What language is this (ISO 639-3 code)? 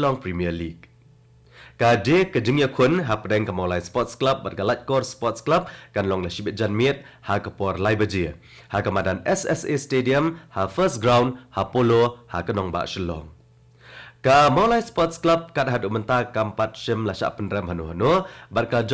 kha